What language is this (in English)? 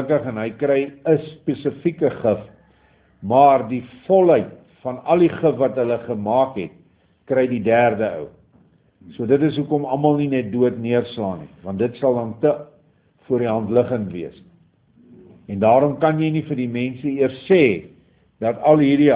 Afrikaans